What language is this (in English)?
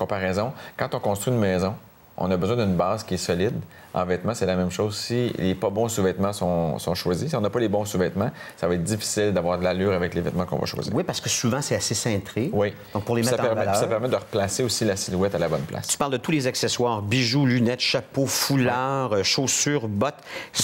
French